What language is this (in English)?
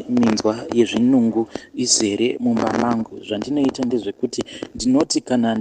Shona